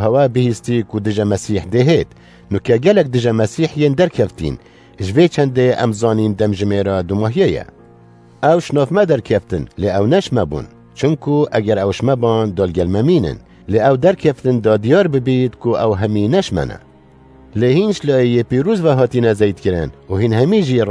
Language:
Kurdish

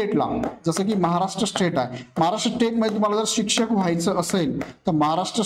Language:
Marathi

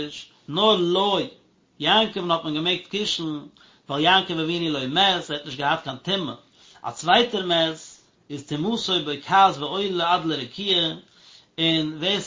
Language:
Yiddish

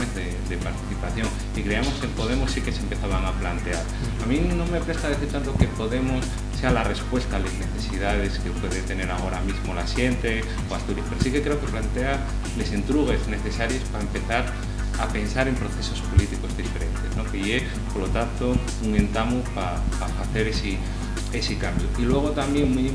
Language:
Asturian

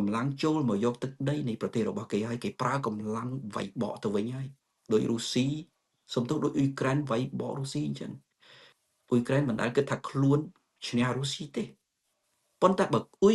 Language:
Khmer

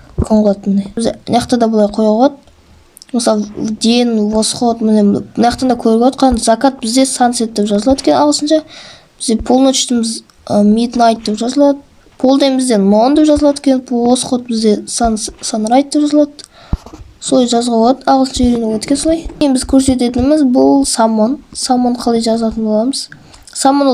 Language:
Kazakh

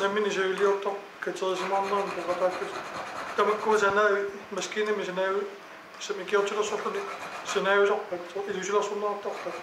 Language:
Kalaallisut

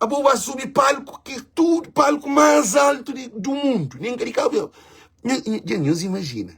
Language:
Kabuverdianu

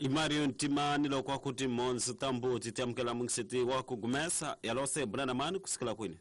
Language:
Tsonga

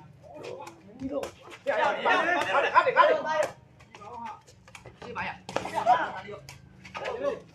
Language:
Burmese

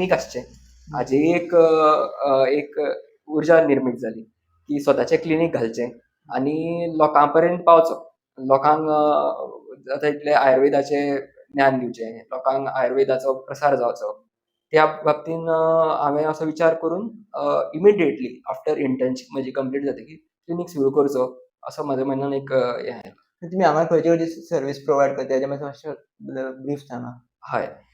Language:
Konkani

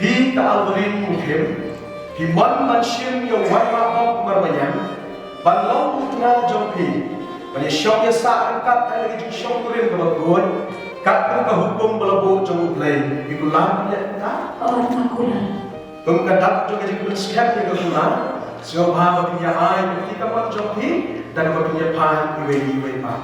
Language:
Khasi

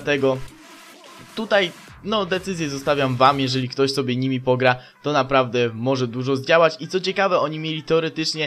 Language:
Polish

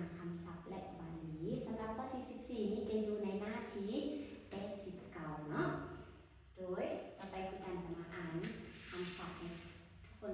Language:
Lao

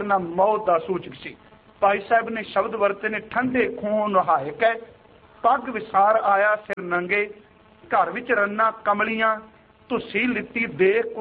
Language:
Punjabi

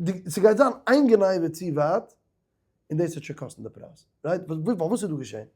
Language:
Yiddish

